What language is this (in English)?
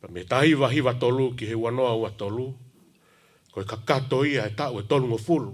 Tongan